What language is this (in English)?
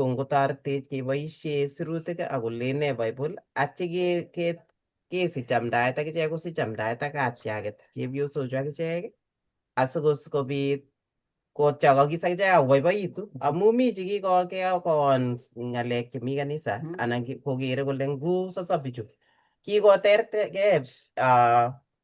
Kalenjin